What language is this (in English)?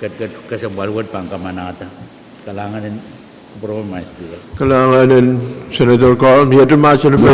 Pohnpeian